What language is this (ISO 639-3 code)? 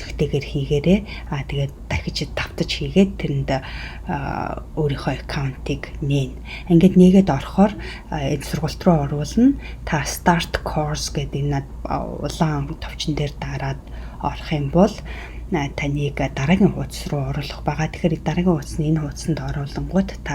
mon